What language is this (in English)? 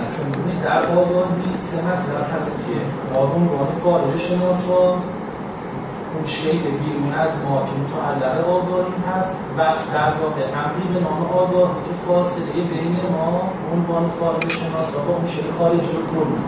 Persian